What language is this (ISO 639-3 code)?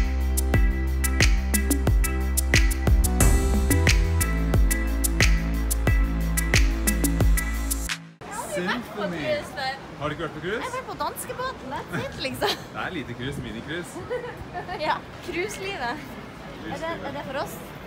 nor